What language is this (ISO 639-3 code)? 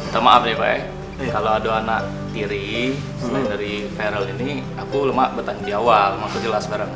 mui